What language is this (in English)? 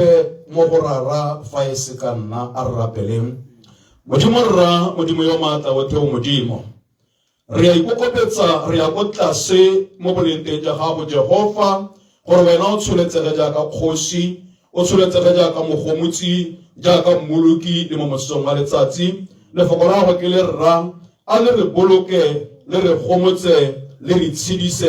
Tswana